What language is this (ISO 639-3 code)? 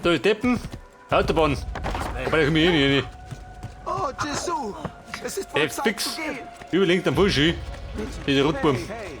bar